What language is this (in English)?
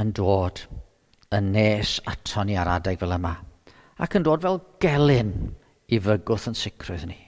Welsh